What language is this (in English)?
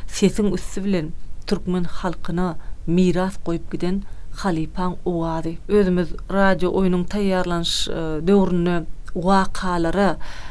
Turkmen